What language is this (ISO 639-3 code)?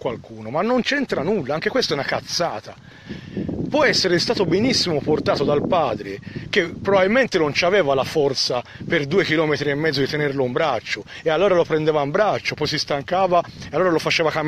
ita